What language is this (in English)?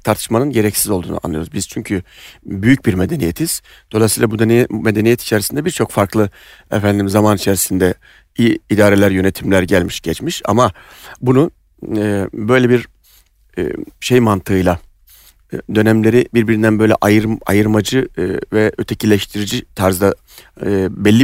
Turkish